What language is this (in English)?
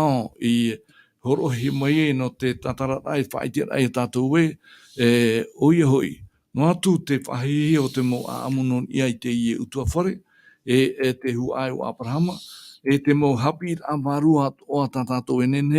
Tahitian